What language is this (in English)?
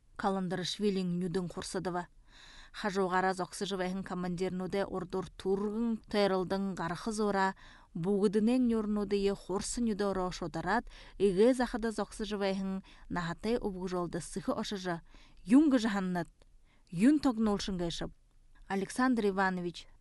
Buriat